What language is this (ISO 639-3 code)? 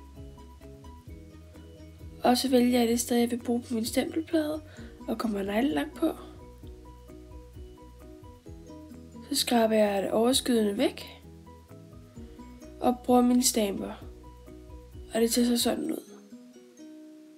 dan